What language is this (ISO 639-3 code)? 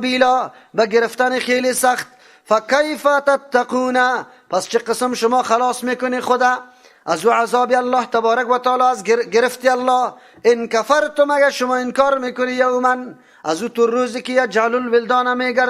fas